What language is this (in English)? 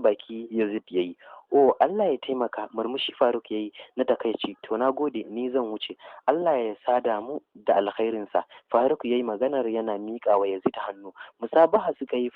Hausa